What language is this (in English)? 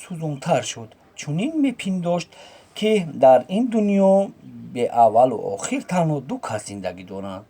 Tajik